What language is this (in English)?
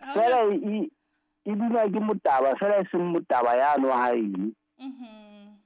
Southern Sotho